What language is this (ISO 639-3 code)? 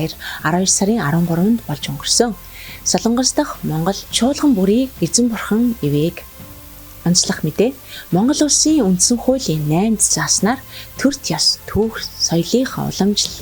mon